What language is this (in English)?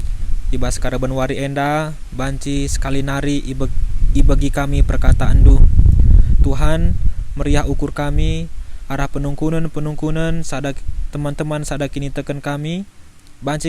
Batak Karo